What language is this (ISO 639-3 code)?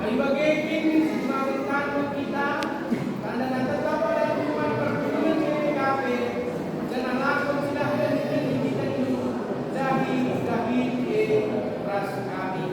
btx